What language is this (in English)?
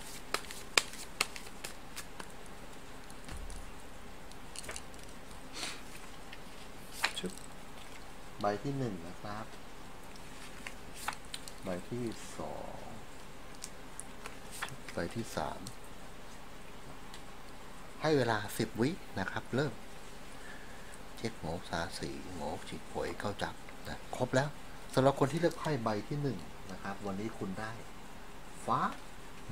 Thai